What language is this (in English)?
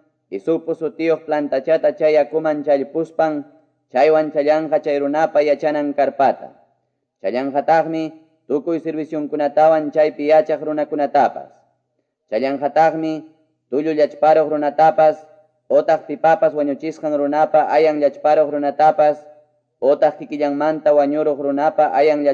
Quechua